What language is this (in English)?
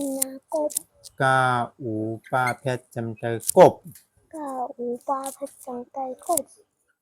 Shan